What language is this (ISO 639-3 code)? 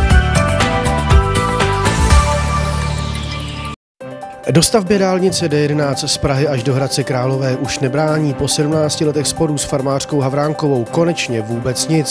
ces